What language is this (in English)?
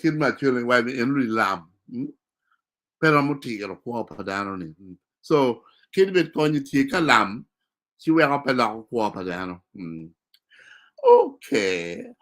Acoli